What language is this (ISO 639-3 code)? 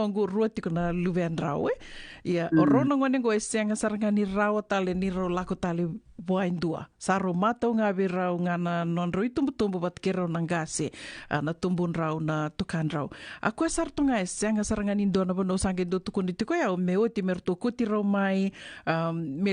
fij